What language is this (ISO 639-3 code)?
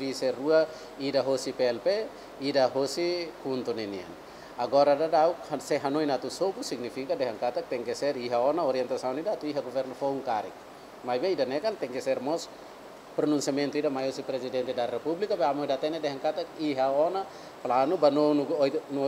tet